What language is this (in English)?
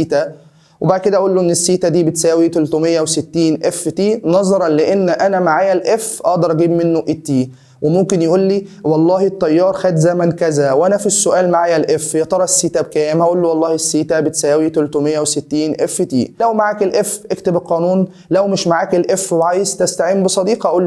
Egyptian Arabic